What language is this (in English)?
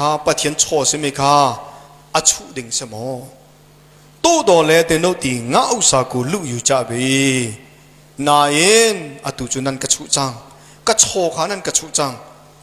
Hakha Chin